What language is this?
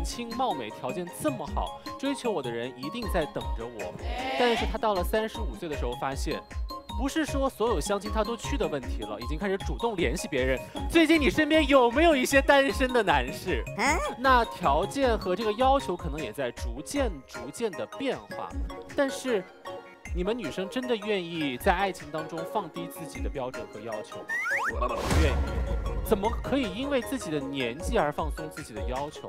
Chinese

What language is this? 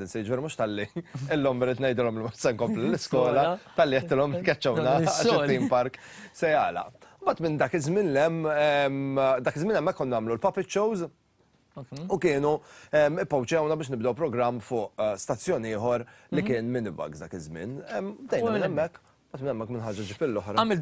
Maltese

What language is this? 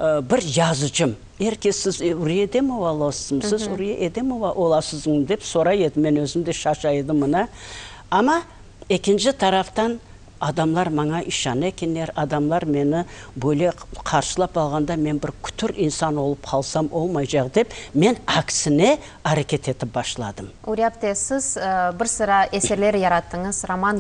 Crimean Tatar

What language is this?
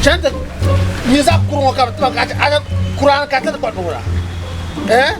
Dagbani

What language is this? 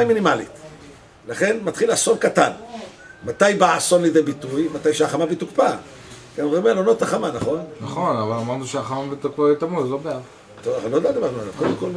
Hebrew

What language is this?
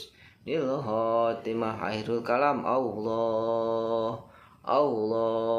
Sundanese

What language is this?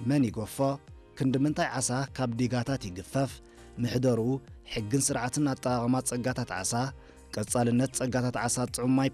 Tigrinya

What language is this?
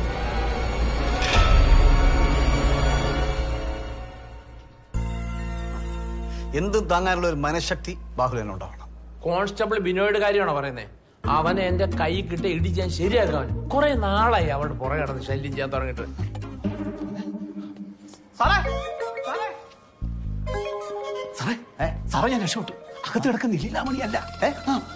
Malayalam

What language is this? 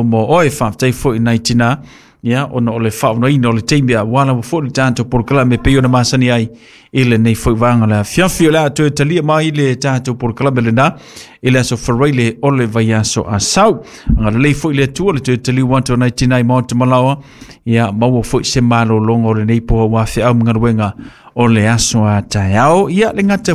Samoan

